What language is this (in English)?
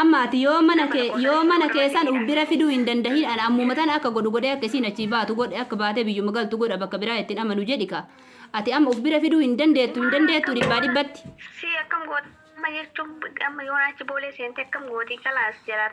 Oromo